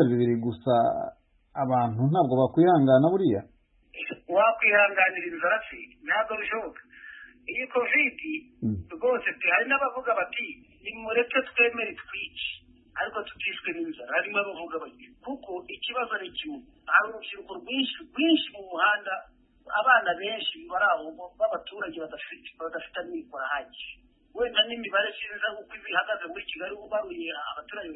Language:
Kinyarwanda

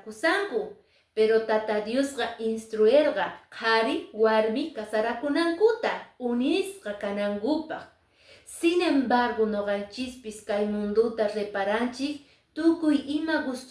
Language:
Quechua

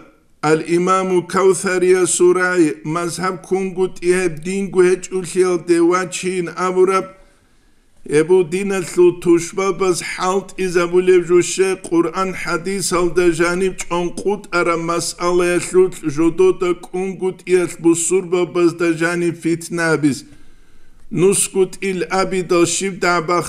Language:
Avaric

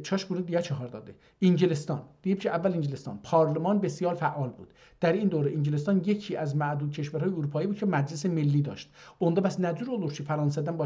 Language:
South Azerbaijani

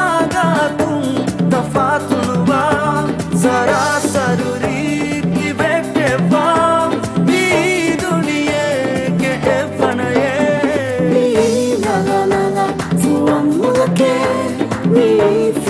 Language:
Divehi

